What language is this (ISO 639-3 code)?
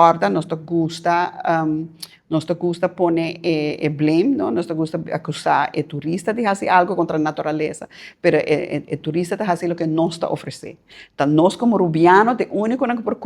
pap